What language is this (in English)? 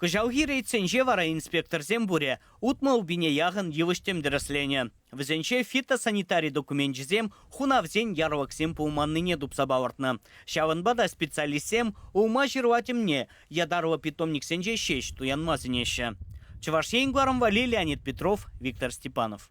Chuvash